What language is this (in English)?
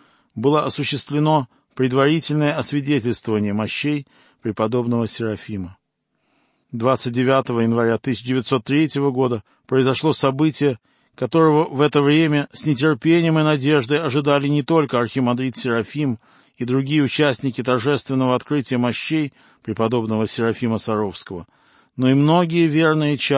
Russian